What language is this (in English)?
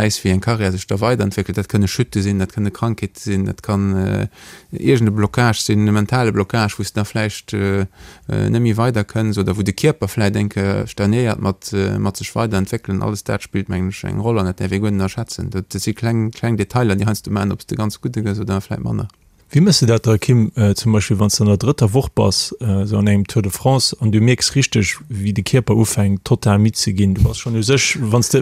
Luxembourgish